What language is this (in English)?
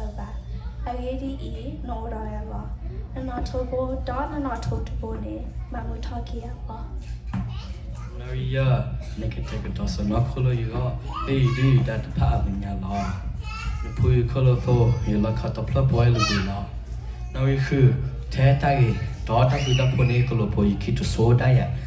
S'gaw Karen